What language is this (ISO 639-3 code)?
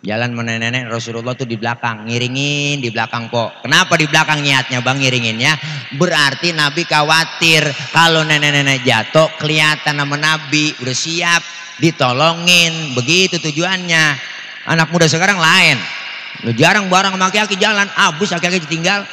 bew